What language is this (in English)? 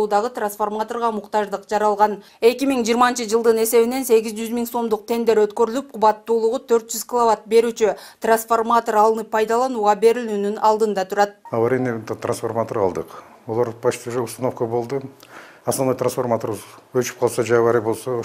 Kyrgyz